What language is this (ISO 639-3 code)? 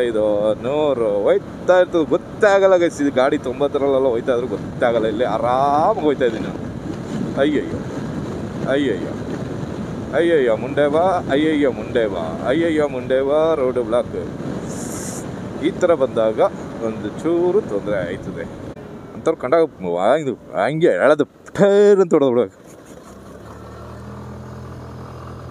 kan